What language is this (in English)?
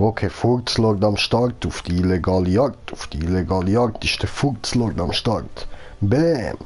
Swiss German